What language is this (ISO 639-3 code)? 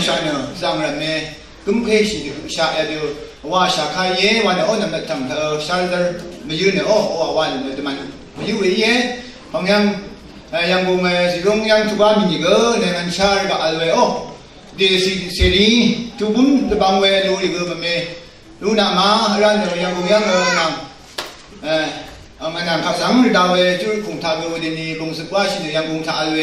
raw